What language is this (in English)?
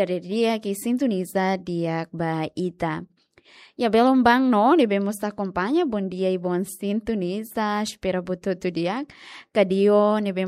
Tetum